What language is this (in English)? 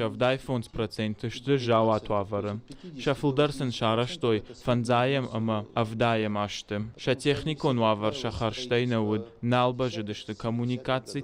Ossetic